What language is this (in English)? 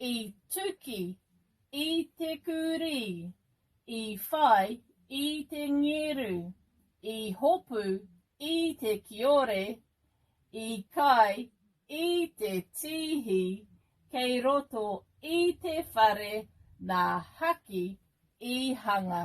Māori